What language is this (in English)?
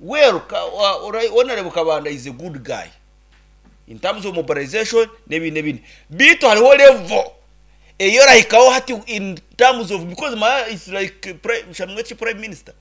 Nyankole